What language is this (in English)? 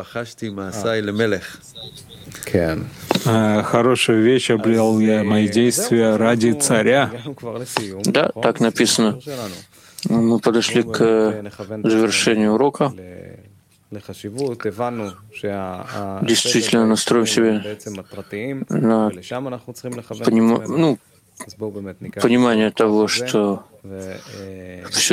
Russian